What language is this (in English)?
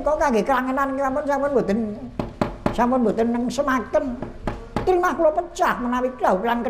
Javanese